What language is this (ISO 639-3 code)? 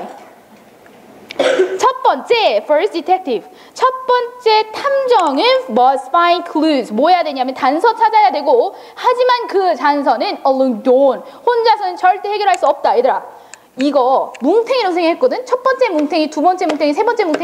kor